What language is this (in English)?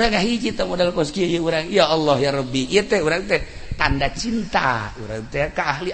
Sundanese